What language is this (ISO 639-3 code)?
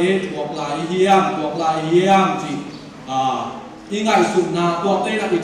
ctd